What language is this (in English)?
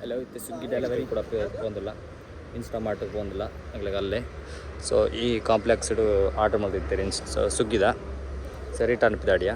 Tulu